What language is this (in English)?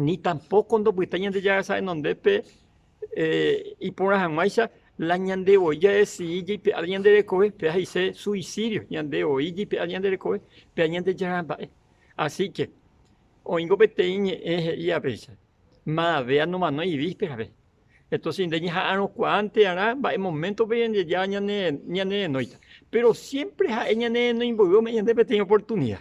Guarani